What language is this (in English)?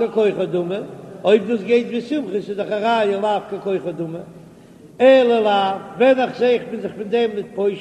Yiddish